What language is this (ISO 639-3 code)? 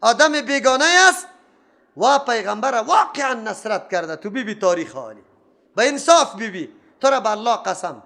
fas